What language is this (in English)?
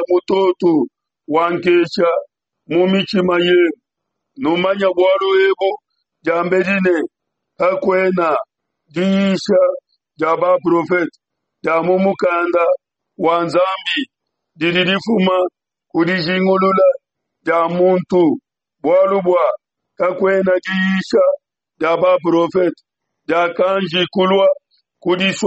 Luba-Lulua